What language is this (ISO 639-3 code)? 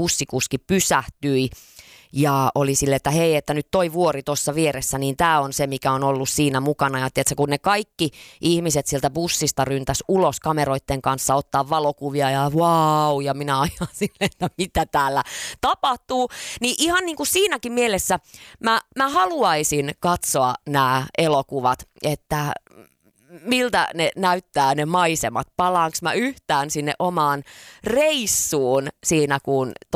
fin